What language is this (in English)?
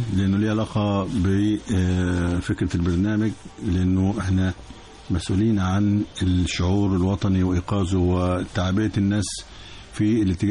Egyptian Arabic